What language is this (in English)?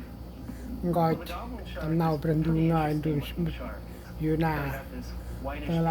Central Mnong